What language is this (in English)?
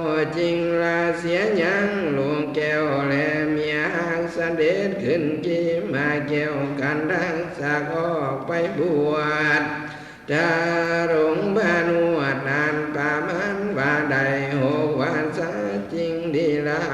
Lao